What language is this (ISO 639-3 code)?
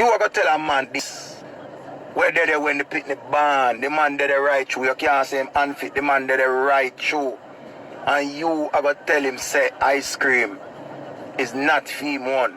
jam